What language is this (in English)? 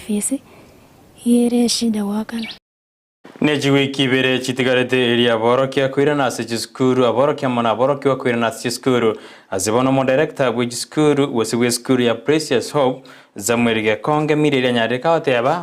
Gusii